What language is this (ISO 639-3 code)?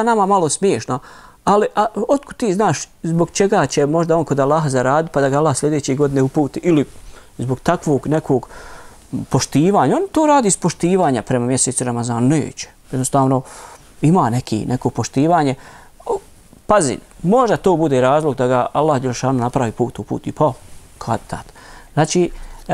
bos